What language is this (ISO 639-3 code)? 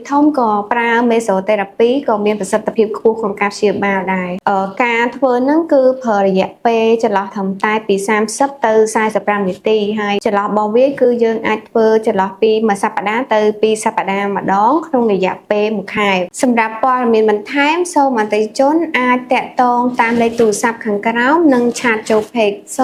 khm